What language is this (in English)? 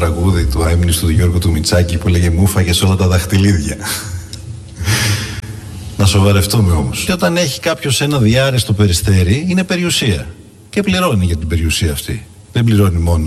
Greek